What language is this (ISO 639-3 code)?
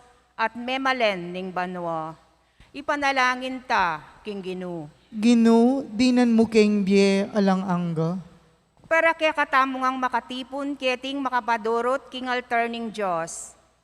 pam